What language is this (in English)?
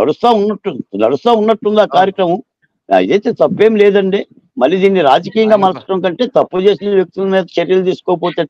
Telugu